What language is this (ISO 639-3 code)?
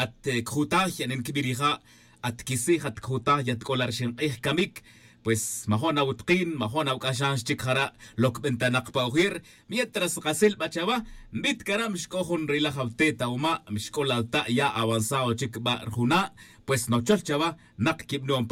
tzj